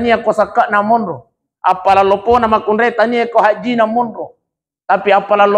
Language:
Buginese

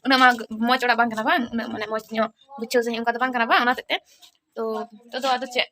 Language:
Santali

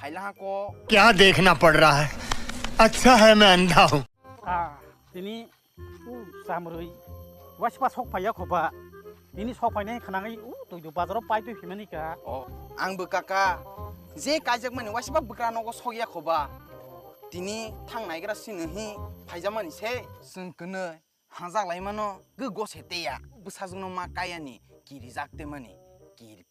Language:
Kok Borok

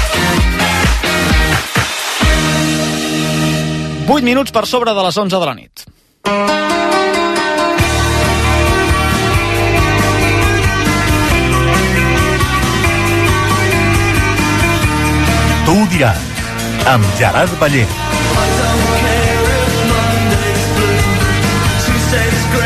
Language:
Catalan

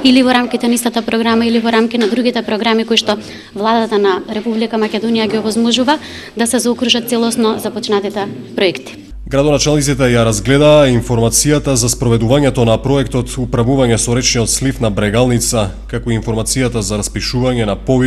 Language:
Macedonian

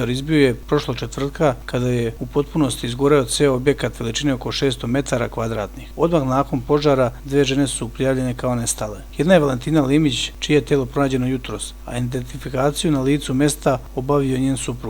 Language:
Serbian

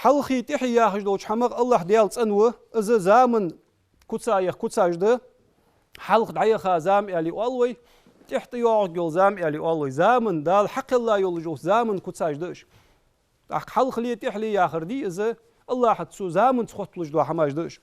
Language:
Ingush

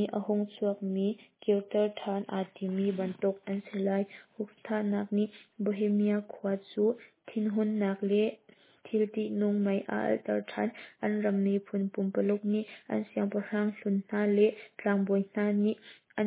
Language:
Hakha Chin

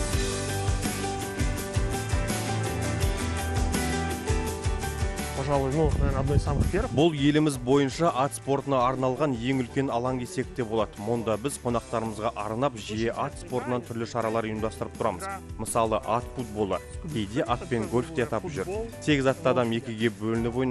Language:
Kazakh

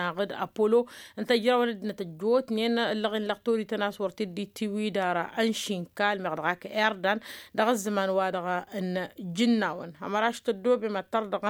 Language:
Tamasheq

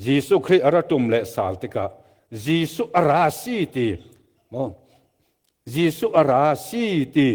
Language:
Falam Chin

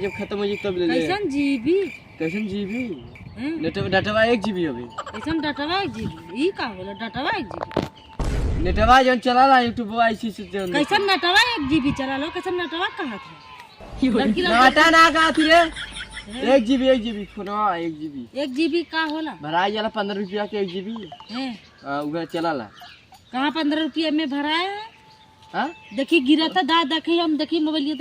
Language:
Bhojpuri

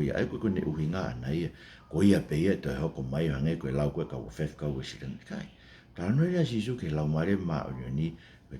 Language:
Tongan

